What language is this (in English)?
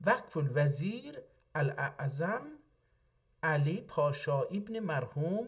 South Azerbaijani